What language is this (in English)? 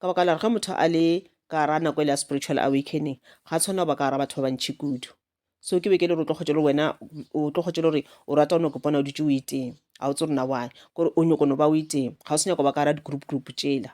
Northern Sotho